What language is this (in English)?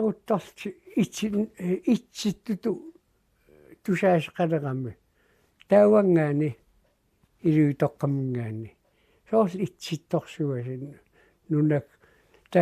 Kalaallisut